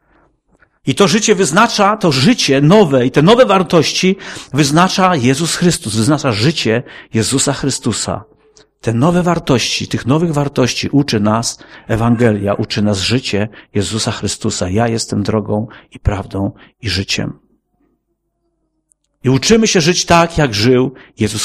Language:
Polish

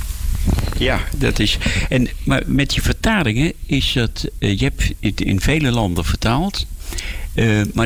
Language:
Dutch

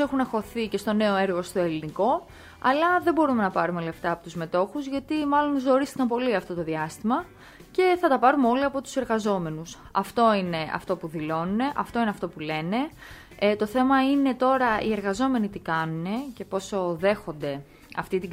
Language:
Greek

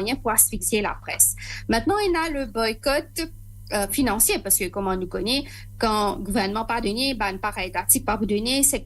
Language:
Morisyen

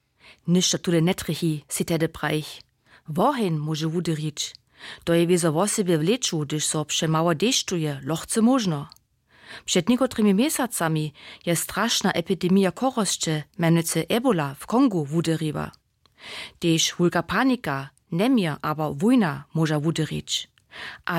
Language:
Upper Sorbian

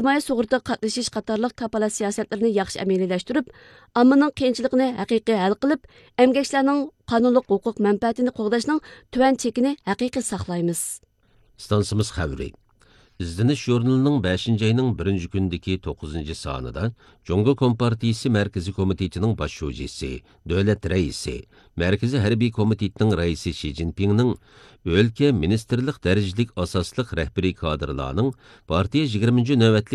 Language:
Uyghur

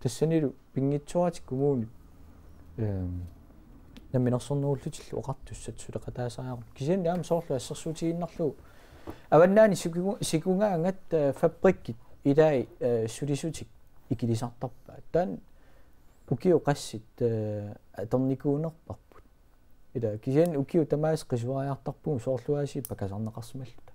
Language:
Kalaallisut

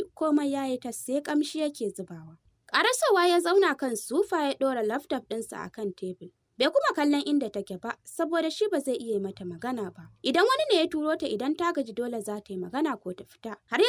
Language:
Hausa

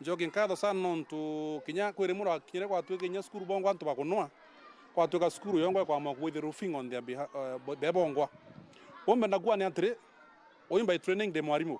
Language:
Meru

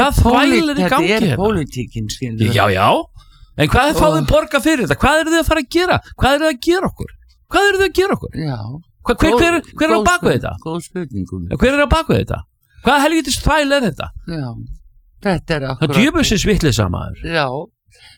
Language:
Icelandic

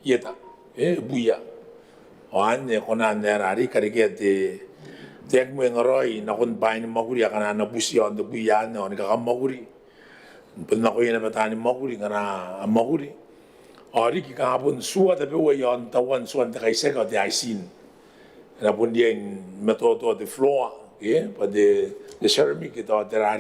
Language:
Gilbertese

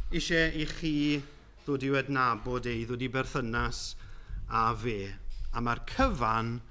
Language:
Welsh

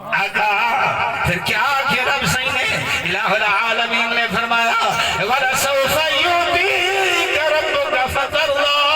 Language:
Saraiki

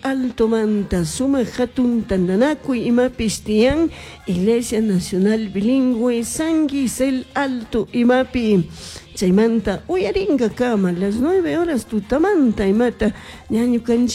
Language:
Chimborazo Highland Quichua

